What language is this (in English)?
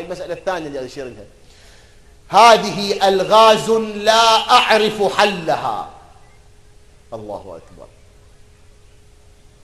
Mesopotamian Arabic